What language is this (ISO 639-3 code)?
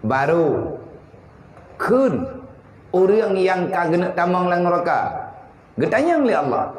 ace